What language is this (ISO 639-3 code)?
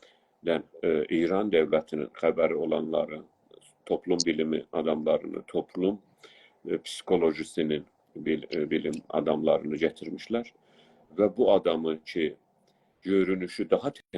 azb